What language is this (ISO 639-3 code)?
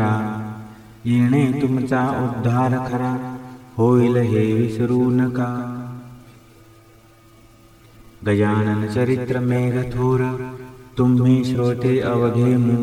mar